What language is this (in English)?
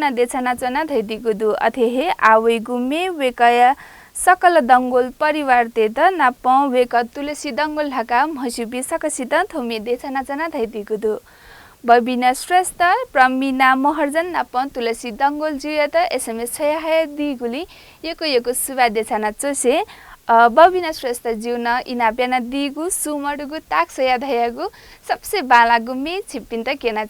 Newari